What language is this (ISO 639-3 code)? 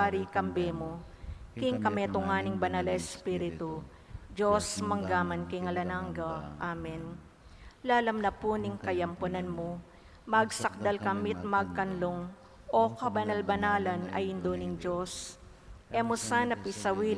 pam